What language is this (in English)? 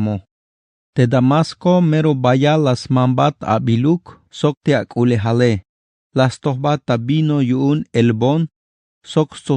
Tzeltal